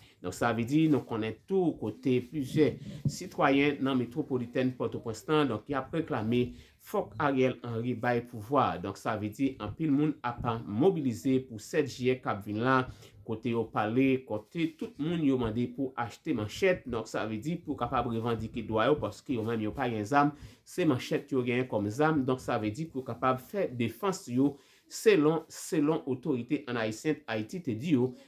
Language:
Haitian Creole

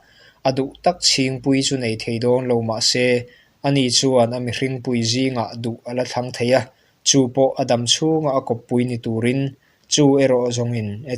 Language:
Mizo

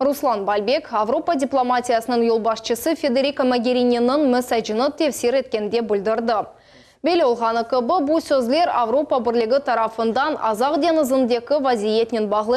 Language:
Crimean Tatar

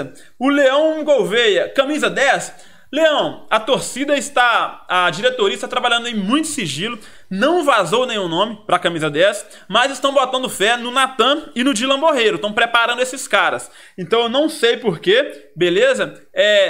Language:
Portuguese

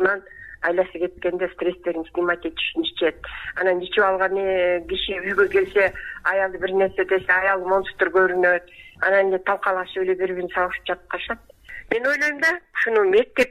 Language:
Kyrgyz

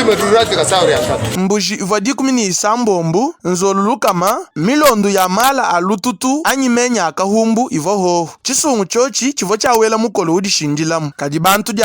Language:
Luba-Lulua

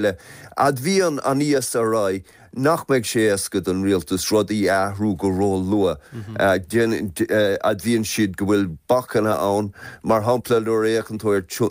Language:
Irish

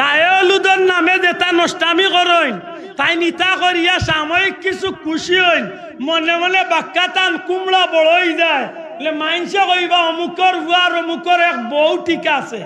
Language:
Sylheti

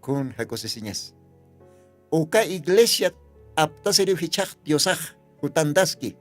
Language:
Aymara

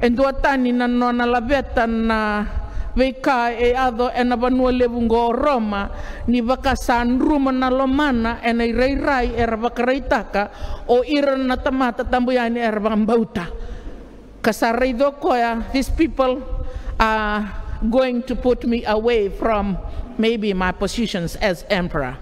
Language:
Fijian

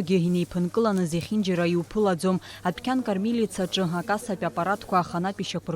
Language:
Abkhazian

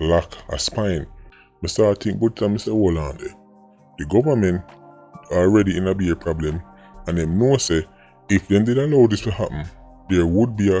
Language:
Jamaican Creole English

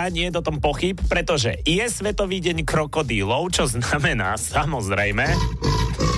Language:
Slovak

